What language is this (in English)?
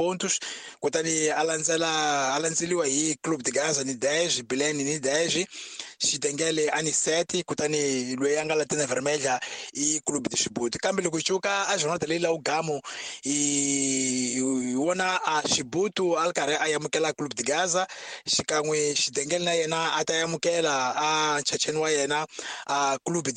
Tsonga